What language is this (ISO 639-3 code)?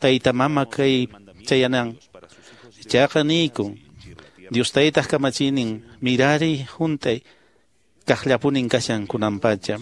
que